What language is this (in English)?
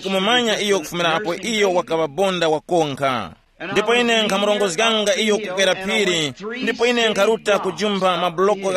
Tumbuka